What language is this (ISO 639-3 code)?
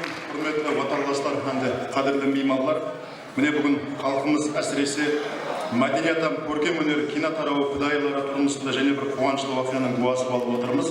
kaa